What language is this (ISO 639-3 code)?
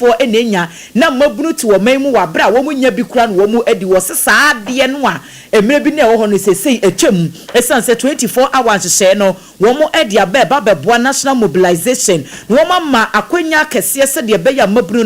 aka